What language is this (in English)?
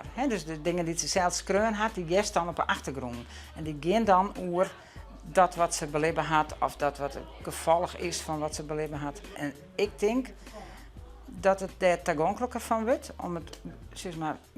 Western Frisian